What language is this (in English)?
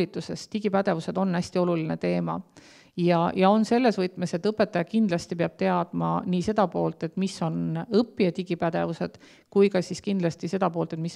Estonian